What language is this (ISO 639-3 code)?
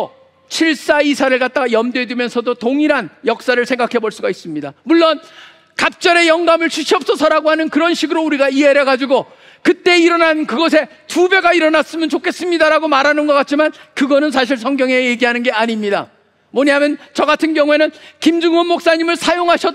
kor